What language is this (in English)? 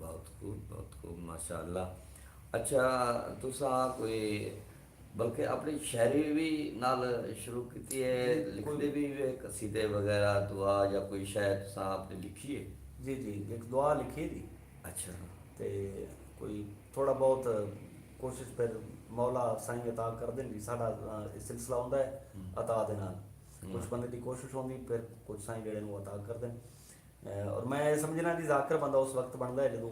Saraiki